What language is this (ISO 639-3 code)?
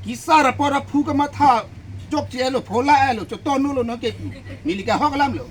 mjw